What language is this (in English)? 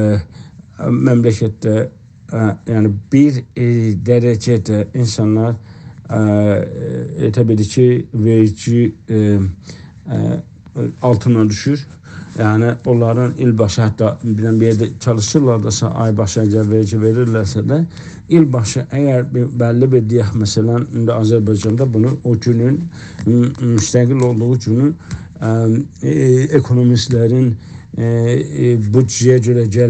South Azerbaijani